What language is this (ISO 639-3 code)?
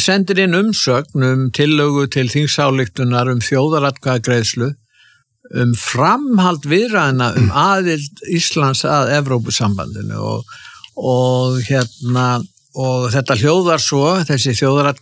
isl